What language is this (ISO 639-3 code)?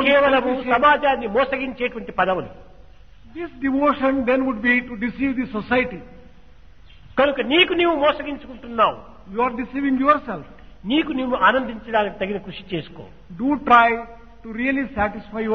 tel